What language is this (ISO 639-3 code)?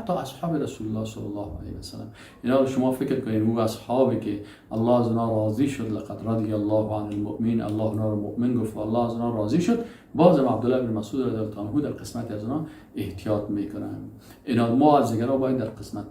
fas